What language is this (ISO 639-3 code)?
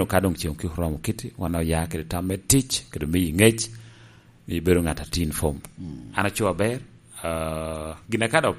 laj